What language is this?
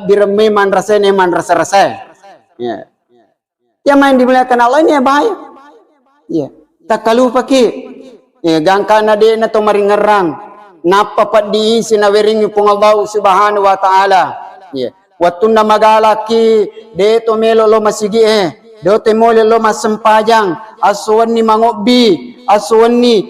Buginese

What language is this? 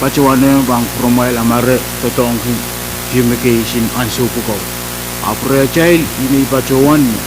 Pohnpeian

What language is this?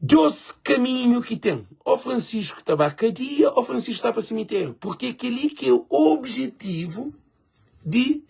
Kabuverdianu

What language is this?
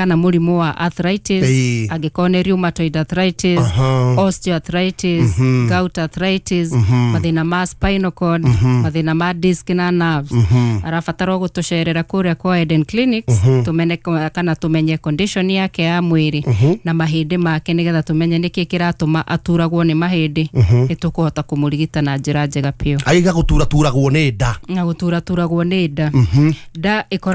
Kikuyu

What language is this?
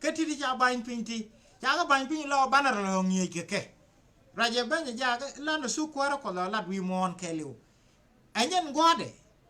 Nuer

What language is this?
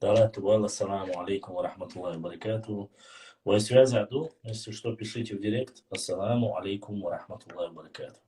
Chechen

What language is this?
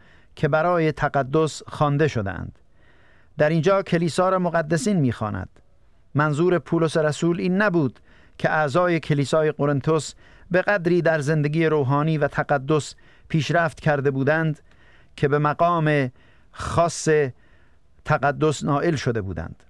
Persian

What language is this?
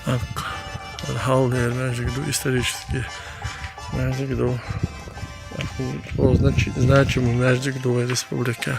Chechen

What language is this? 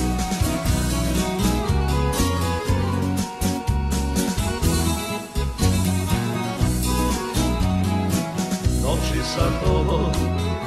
Serbian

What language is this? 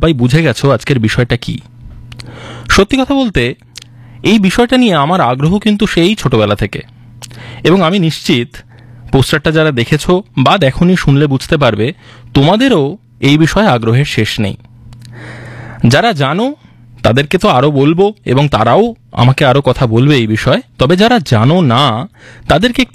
Bangla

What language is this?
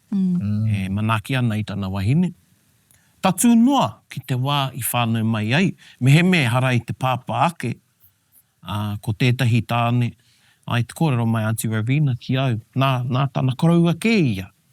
Māori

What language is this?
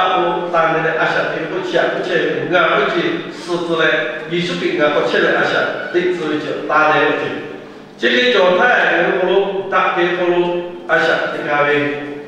Lahu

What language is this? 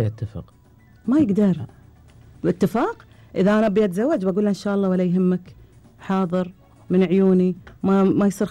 Gulf Arabic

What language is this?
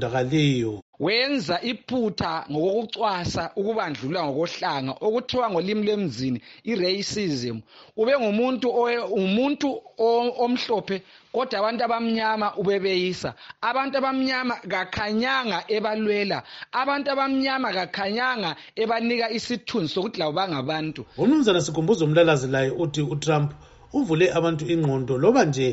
North Ndebele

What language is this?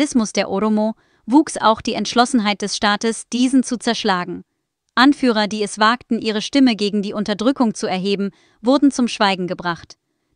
German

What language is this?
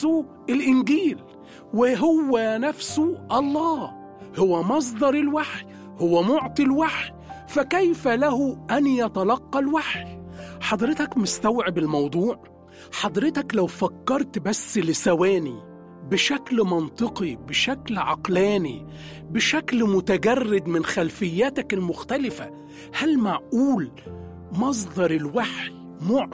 Egyptian Arabic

